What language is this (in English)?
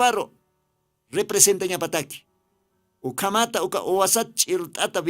Aymara